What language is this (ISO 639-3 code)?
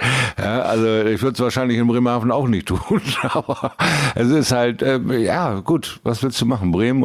deu